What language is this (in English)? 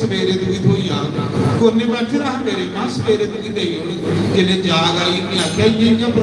Dogri